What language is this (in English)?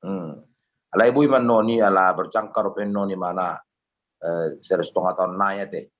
Batak Toba